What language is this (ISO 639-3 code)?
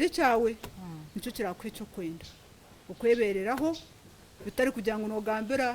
nyn